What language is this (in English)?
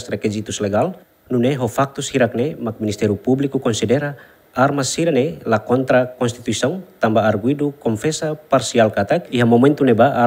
Tetum